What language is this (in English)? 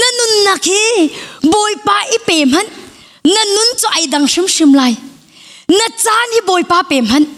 Hakha Chin